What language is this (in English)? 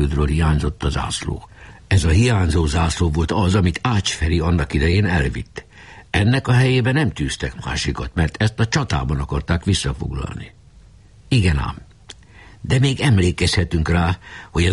Hungarian